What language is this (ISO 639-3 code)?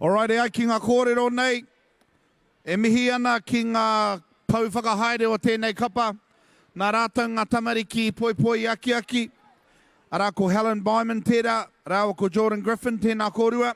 mri